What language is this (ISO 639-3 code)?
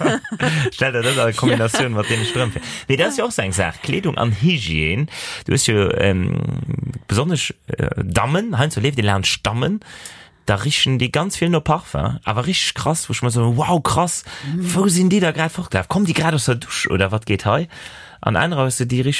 ltz